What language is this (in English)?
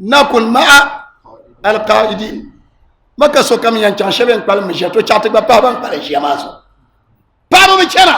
Dagbani